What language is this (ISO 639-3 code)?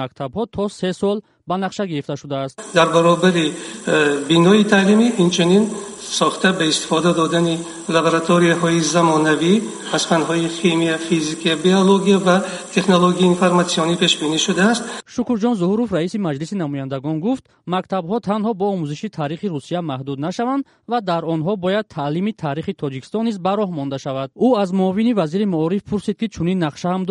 tgk